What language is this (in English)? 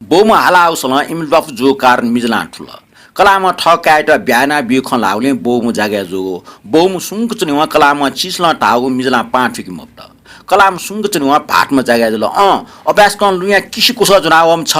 Newari